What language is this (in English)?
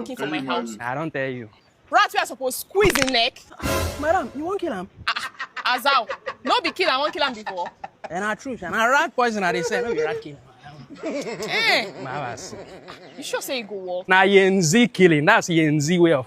Nigerian Pidgin